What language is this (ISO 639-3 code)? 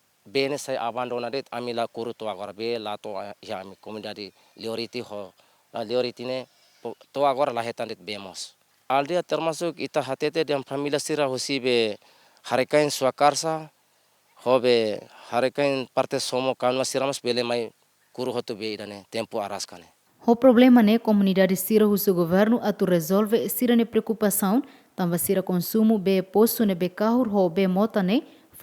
tet